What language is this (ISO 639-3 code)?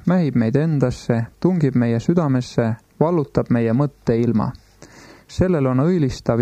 est